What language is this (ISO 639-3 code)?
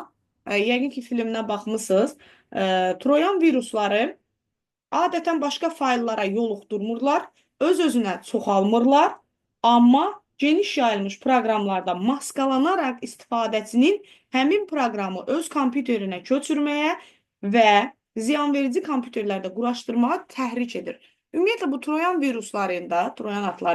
aze